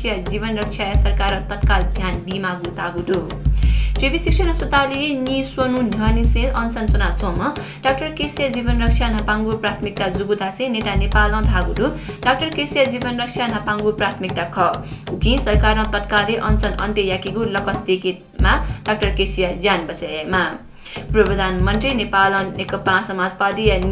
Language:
Newari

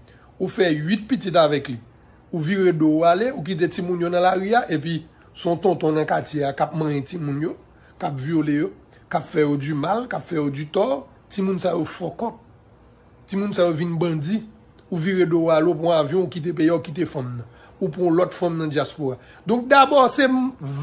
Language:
Haitian Creole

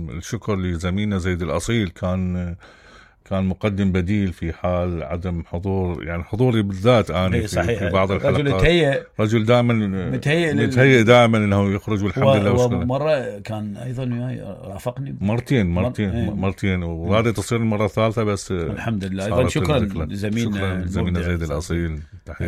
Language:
Mesopotamian Arabic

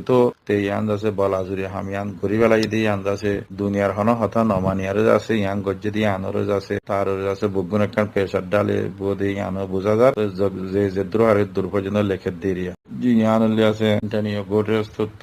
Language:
Rohingya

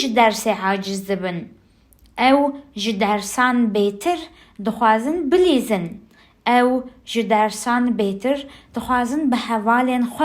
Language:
Kurdish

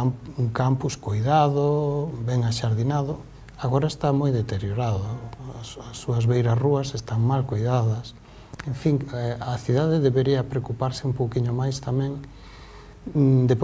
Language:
Galician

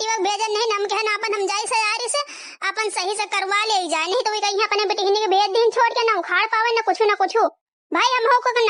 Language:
Awadhi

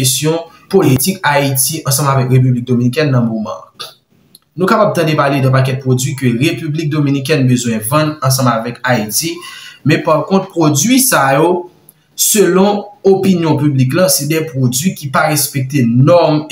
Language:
Haitian Creole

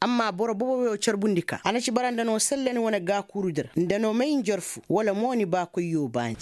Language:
Koyraboro Senni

